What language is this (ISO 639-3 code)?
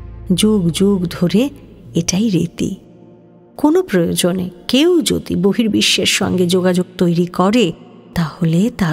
ben